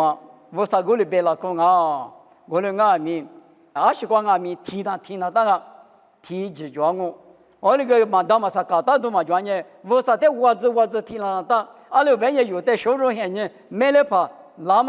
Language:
Lisu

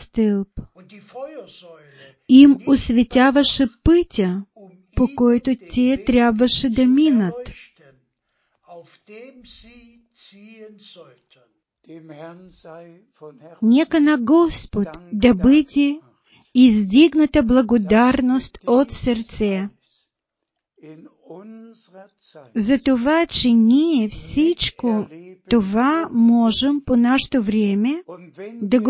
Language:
Bulgarian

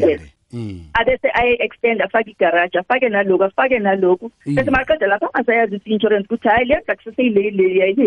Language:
South Ndebele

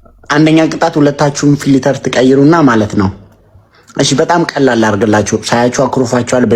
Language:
Amharic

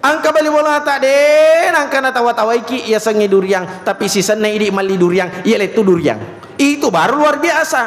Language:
Buginese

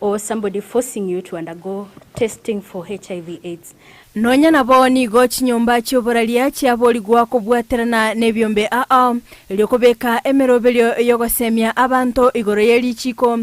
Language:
Gusii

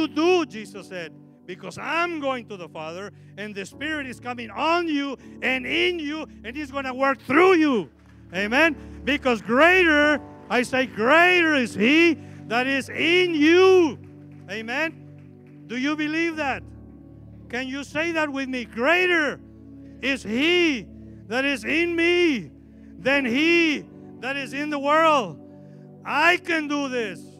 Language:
English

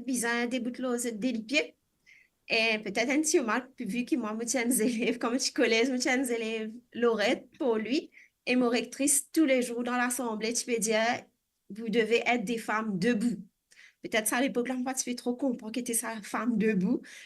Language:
Morisyen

